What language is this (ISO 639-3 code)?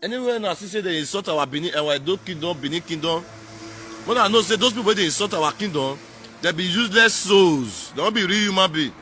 pcm